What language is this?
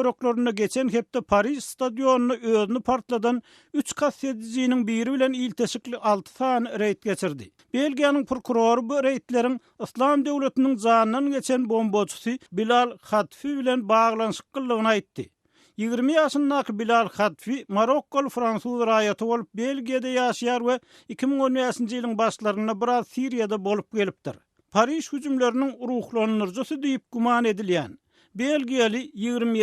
Turkmen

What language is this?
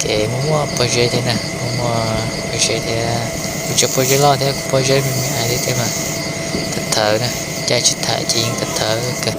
Hmong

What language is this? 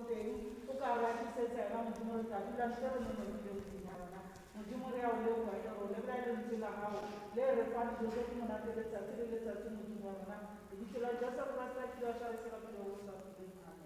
Tswana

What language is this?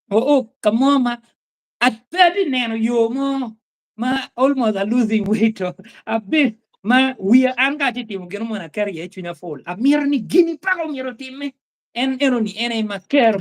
Acoli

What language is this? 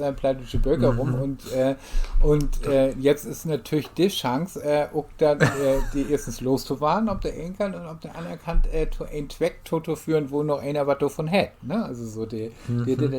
Low German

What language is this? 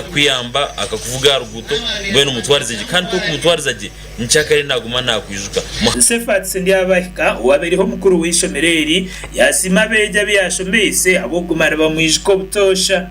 Nyankole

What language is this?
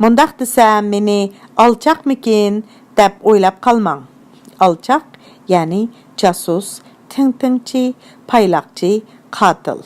Uyghur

